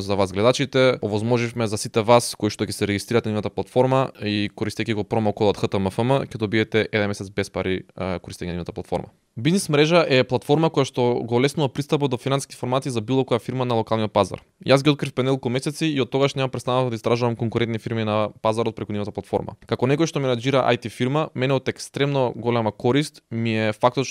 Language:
Macedonian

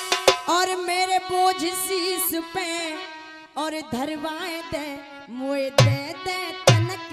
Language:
Hindi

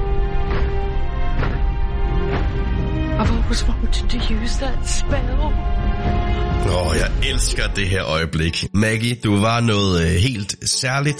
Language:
Danish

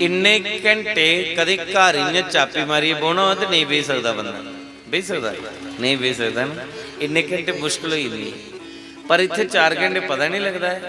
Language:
Dogri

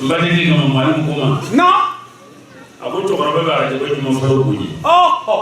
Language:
Bambara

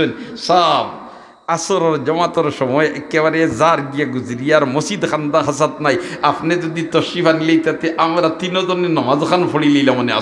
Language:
Sylheti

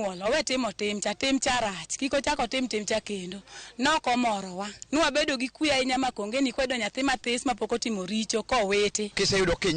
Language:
Luo (Kenya and Tanzania)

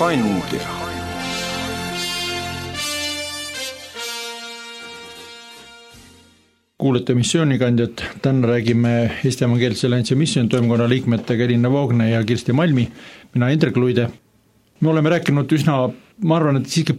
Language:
Estonian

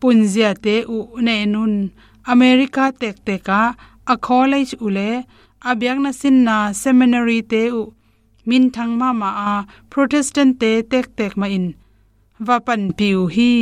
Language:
Tedim Chin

